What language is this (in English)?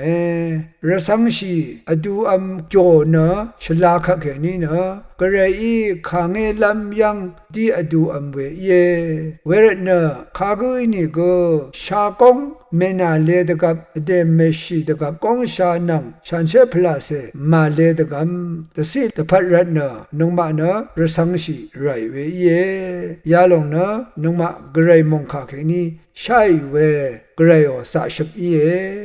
Rawang